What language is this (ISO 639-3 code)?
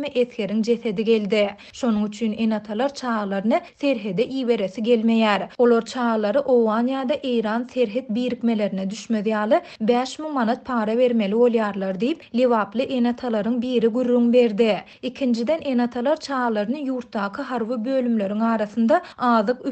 tuk